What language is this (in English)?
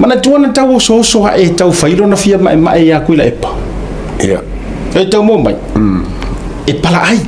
Samoan